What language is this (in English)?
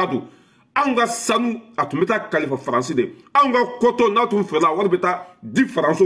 Bambara